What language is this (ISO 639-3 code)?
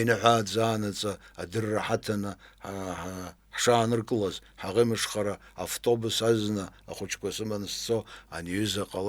abk